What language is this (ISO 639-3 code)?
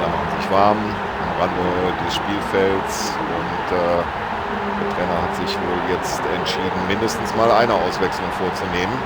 bar